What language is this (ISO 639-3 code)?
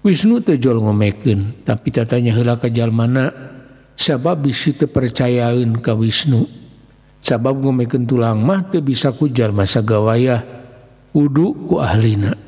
sun